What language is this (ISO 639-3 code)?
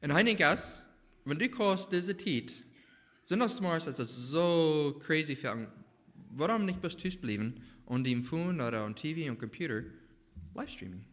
pdt